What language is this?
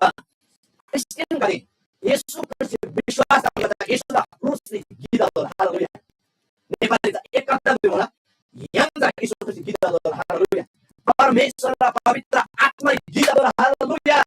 Eastern Tamang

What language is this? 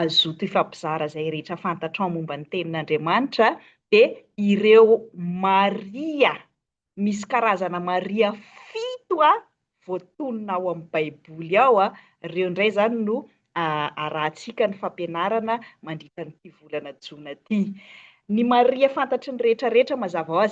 Malagasy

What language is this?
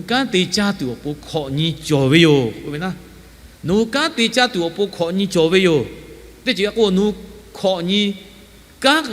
Lahu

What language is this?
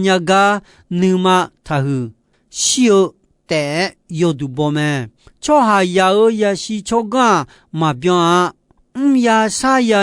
Akha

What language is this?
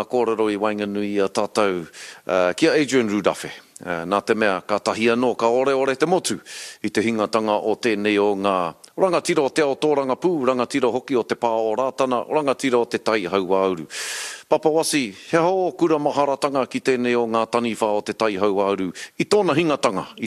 Māori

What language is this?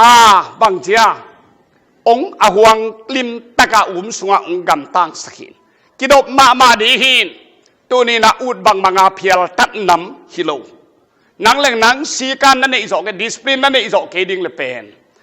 Tedim Chin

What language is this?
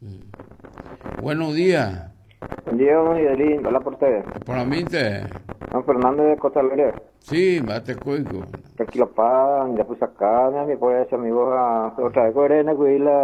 Guarani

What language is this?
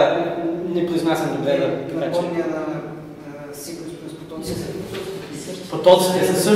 Bulgarian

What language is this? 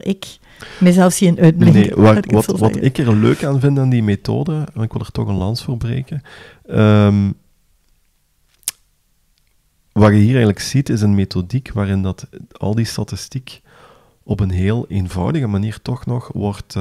Dutch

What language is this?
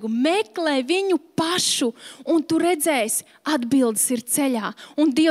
Latvian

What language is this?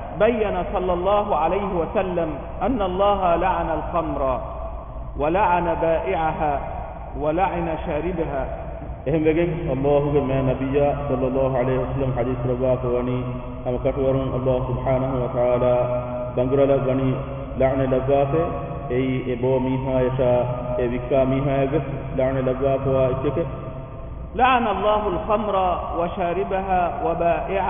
Divehi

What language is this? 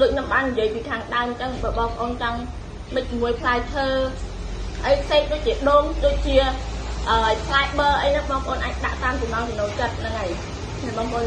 Khmer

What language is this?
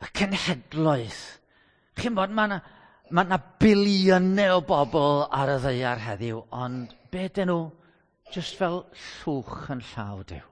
Welsh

